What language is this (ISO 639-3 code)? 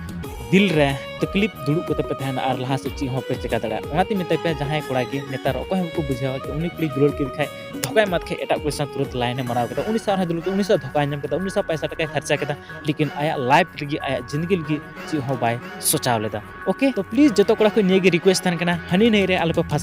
sat